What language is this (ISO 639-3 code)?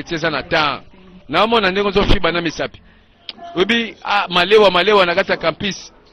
lin